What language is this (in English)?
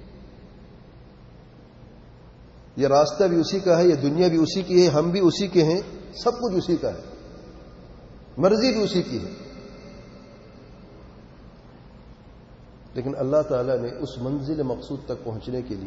Urdu